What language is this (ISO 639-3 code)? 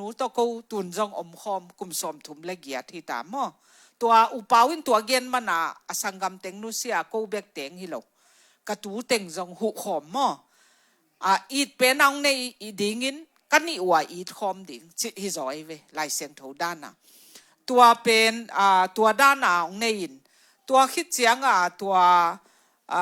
ctd